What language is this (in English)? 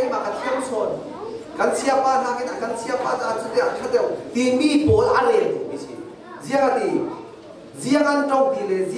Hakha Chin